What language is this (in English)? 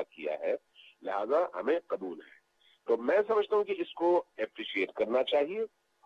Urdu